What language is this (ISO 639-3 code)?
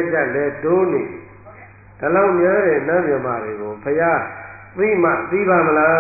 mya